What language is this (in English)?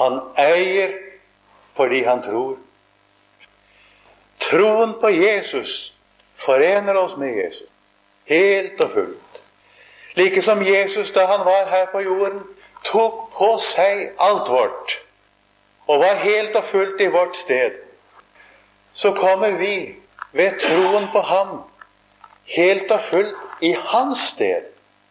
Norwegian